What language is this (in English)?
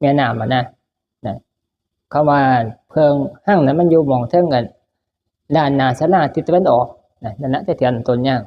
Northeastern Thai